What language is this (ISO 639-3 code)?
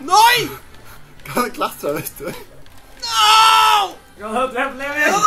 fao